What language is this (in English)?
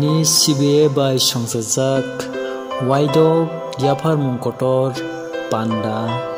Kok Borok